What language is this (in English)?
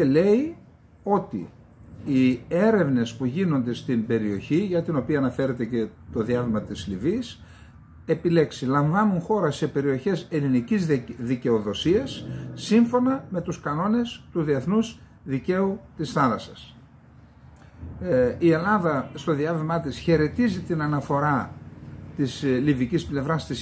Greek